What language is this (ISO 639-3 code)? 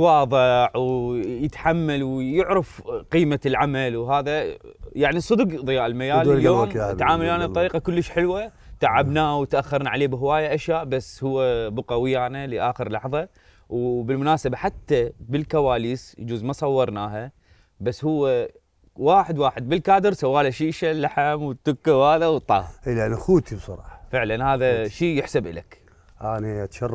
acm